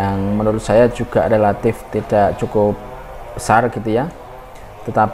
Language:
Indonesian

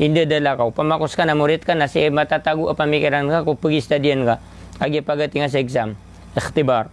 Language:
Maranao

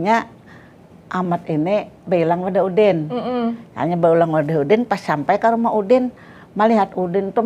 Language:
Banjar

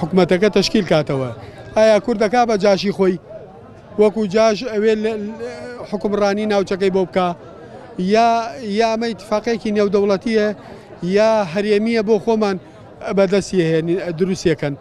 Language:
Central Kurdish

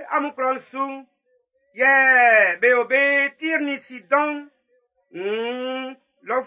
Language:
Baoulé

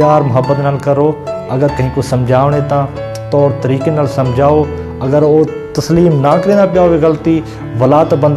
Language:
Saraiki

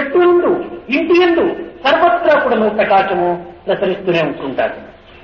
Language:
Telugu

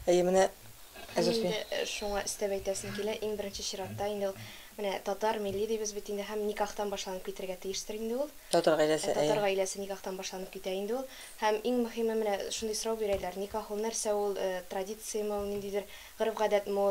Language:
Tatar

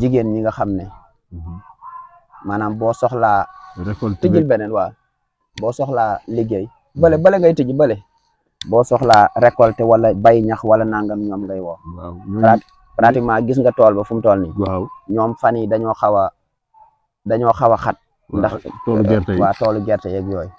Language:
Wolof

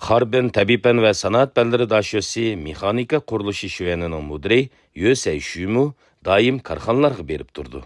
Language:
Uyghur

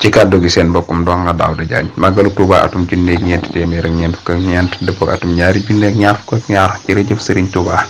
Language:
Wolof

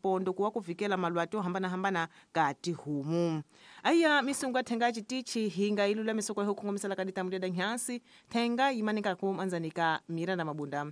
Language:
Tsonga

